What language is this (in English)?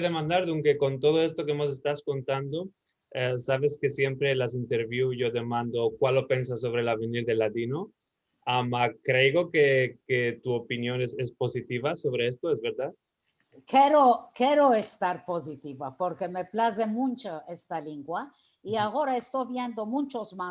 Ladino